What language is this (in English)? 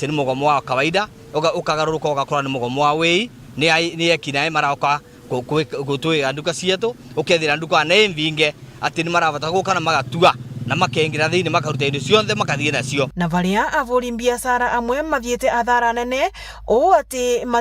Meru